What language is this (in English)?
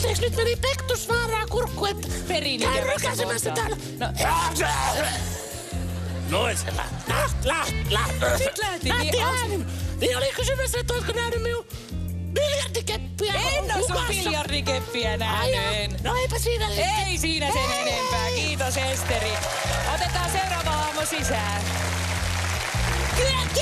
Finnish